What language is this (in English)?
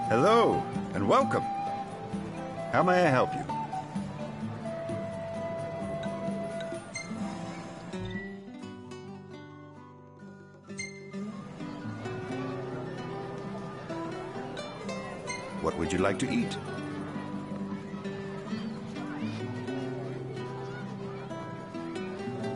English